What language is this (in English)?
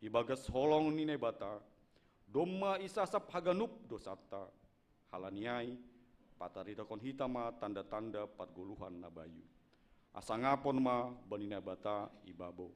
Batak Simalungun